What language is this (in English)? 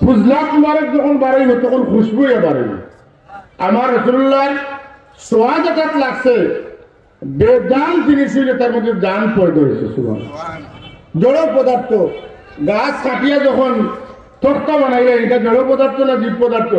Sylheti